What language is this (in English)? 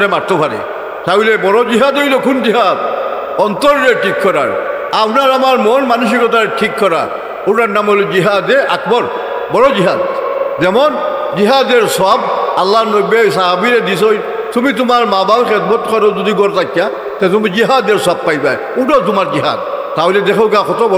Sylheti